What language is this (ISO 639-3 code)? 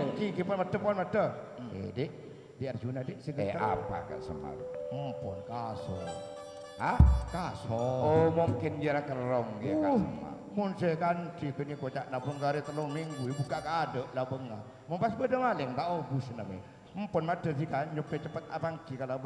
mad